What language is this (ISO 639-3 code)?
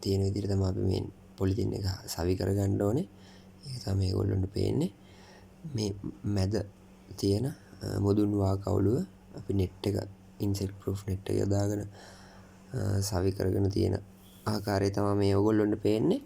sin